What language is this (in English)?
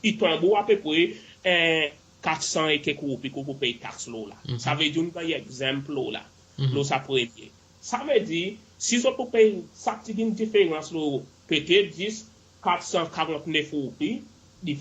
Seselwa Creole French